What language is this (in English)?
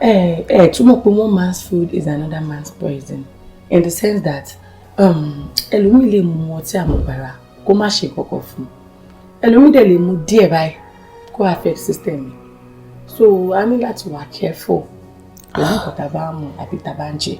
Yoruba